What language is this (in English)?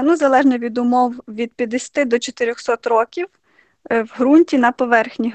Ukrainian